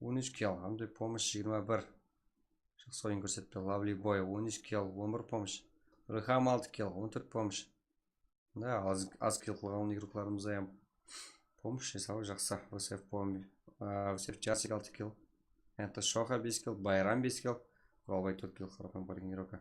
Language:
Kara-Kalpak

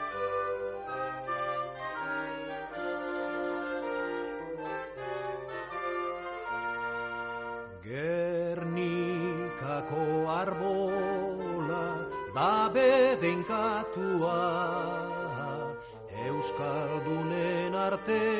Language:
Basque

